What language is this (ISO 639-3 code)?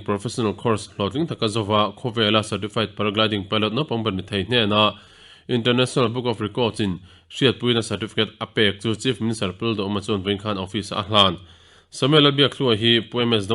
lus